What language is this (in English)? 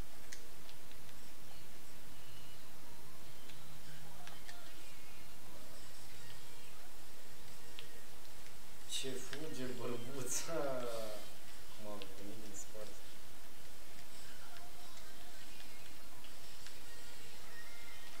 Romanian